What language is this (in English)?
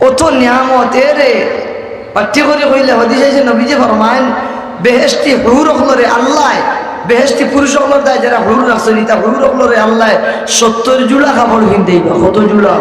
Sylheti